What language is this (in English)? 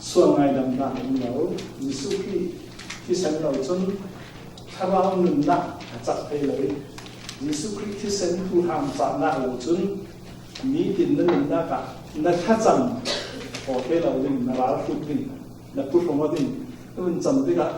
Falam Chin